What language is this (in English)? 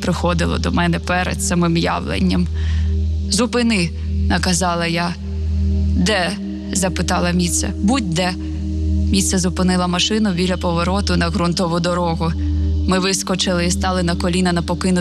Ukrainian